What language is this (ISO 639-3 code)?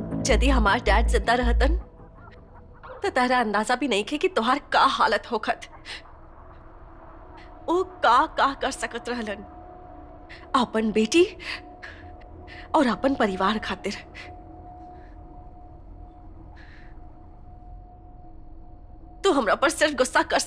bho